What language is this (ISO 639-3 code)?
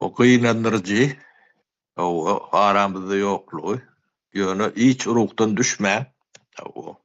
tuk